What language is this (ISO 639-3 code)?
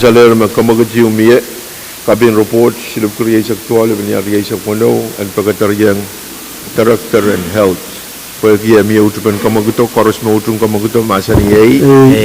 pon